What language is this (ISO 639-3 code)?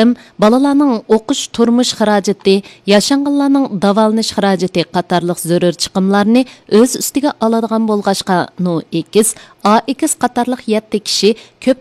uig